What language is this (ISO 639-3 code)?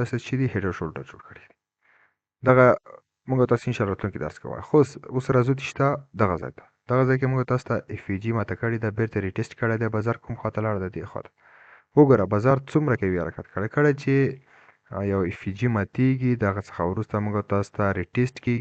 pus